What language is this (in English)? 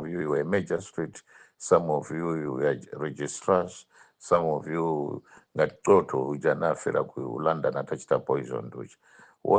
Nyanja